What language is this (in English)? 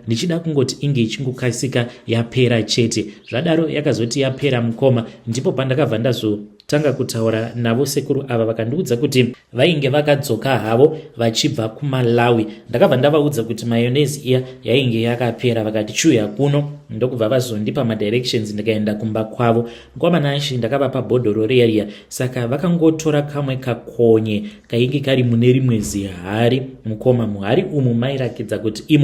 Shona